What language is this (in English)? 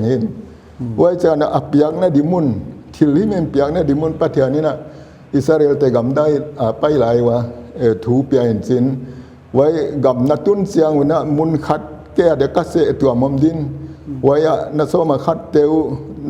Paite Chin